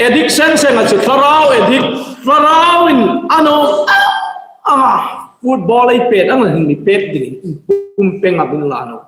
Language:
Hmar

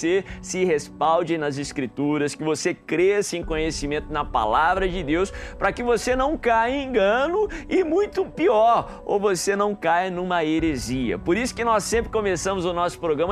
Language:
Portuguese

